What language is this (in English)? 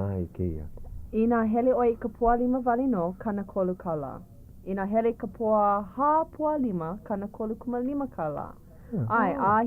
Hawaiian